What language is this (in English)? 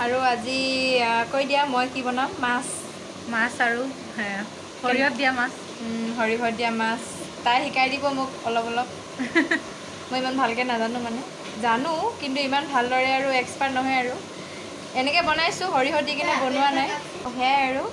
Assamese